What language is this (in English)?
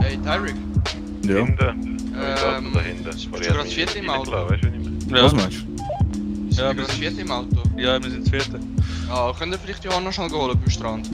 Swiss German